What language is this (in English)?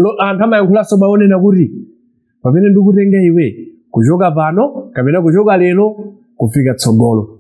Nyanja